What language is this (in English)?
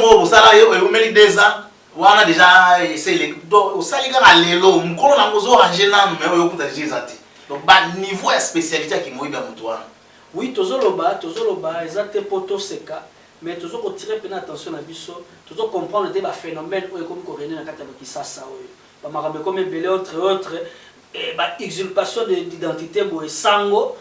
Lingala